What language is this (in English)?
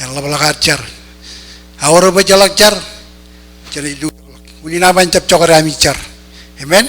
Marshallese